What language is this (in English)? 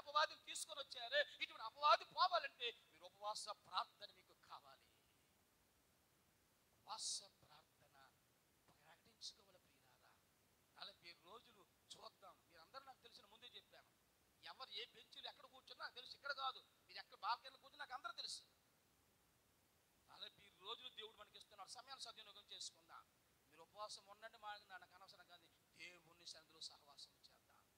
Telugu